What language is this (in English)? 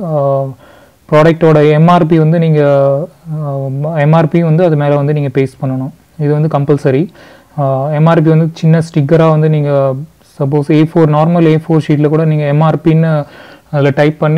Tamil